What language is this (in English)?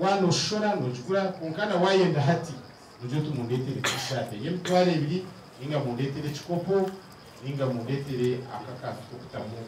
Nyankole